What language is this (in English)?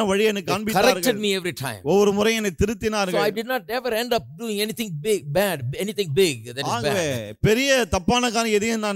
Tamil